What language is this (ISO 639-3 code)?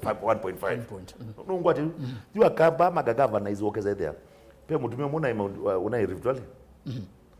kam